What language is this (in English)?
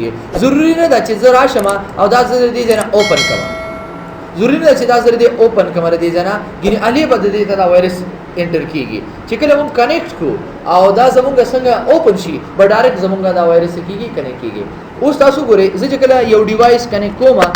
Pashto